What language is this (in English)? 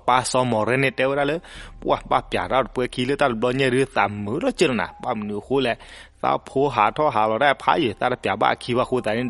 S'gaw Karen